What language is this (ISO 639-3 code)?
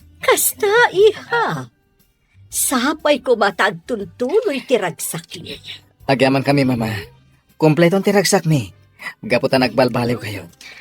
ilo